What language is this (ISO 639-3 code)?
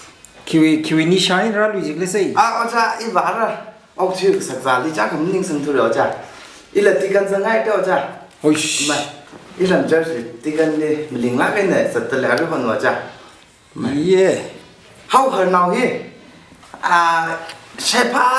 nmf